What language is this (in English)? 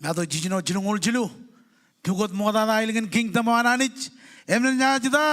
Marshallese